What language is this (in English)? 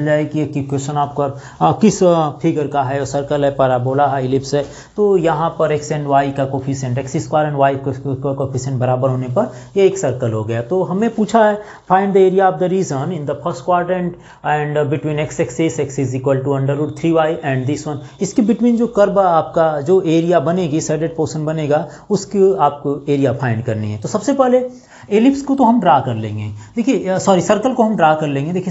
Hindi